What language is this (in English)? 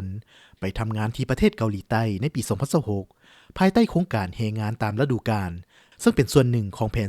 Lao